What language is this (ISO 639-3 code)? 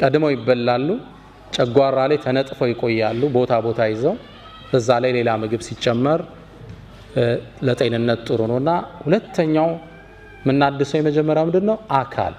amh